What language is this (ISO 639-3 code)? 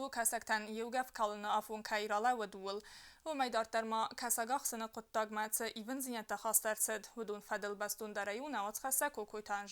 oss